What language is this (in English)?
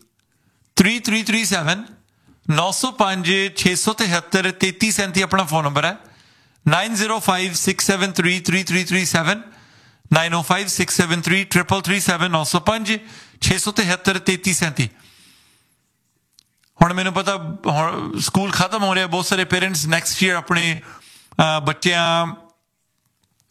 Punjabi